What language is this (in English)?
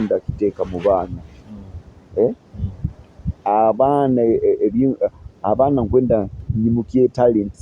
Nyoro